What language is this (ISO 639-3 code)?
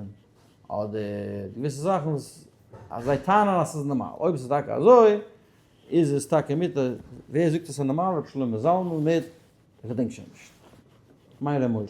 yid